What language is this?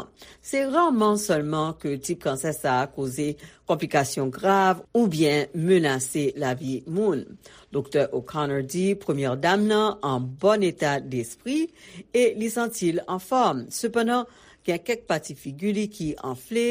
Haitian Creole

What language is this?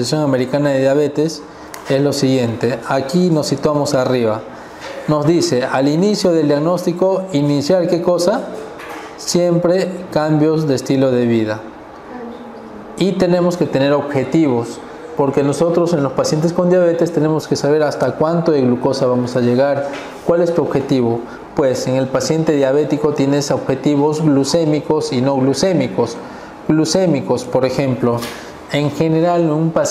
Spanish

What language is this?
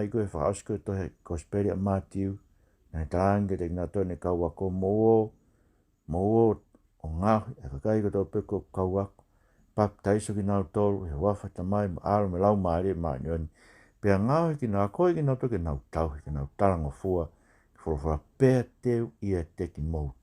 Tongan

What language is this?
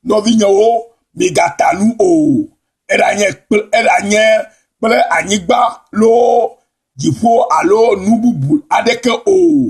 Ewe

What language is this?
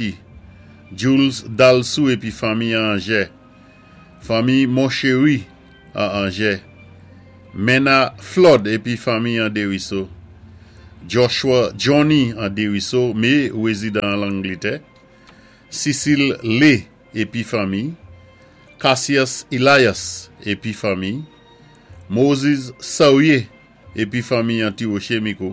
Saint Lucian Creole French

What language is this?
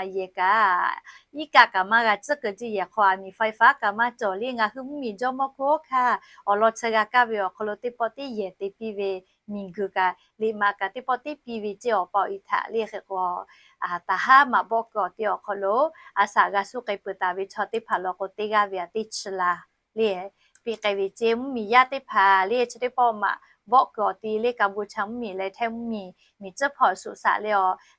Lahu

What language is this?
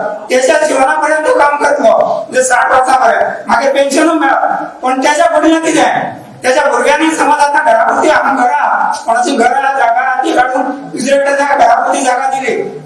Konkani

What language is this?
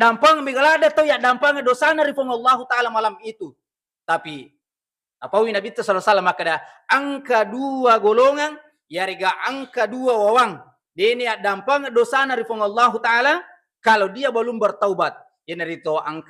Buginese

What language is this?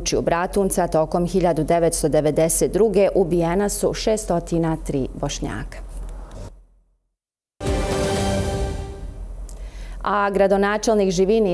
Bosnian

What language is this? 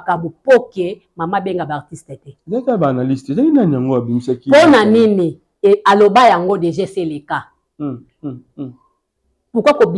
Lingala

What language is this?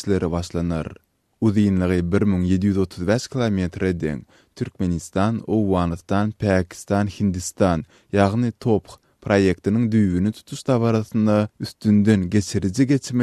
Turkmen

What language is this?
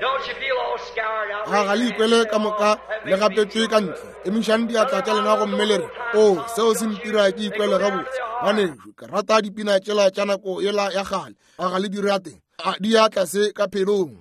Northern Sotho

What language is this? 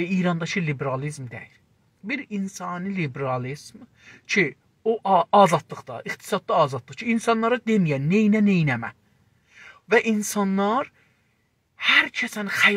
South Azerbaijani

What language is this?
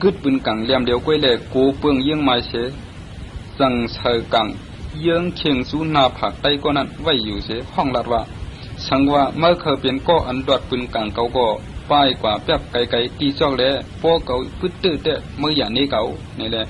Shan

